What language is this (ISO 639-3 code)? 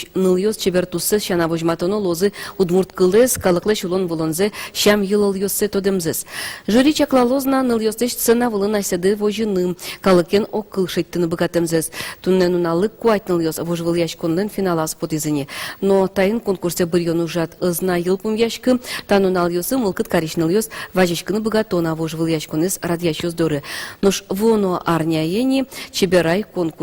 udm